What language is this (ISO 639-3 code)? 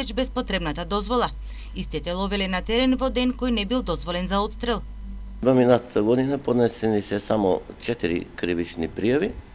mkd